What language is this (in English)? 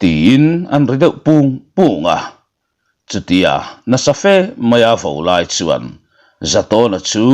Mizo